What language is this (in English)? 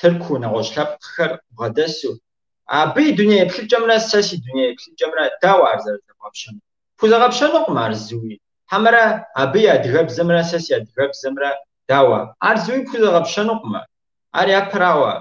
Kabardian